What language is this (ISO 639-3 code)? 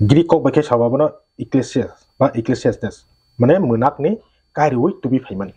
trp